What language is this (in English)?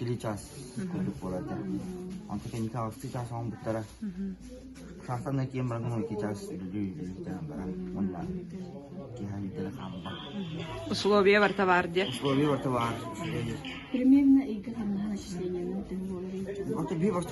Yakut